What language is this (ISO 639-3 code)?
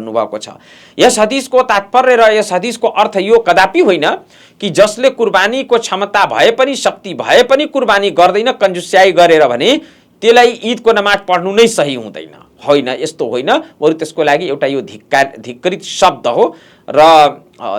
nep